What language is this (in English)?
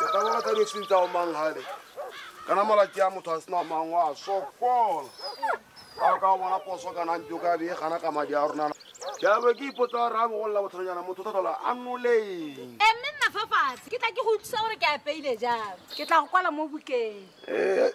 Tswana